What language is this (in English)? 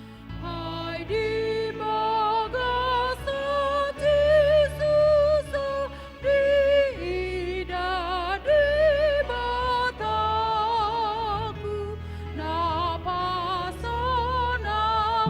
Batak Toba